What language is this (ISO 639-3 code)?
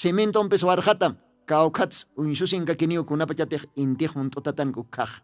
aym